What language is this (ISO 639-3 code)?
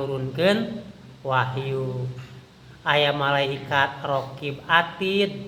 sun